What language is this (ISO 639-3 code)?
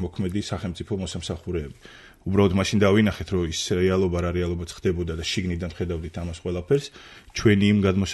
kat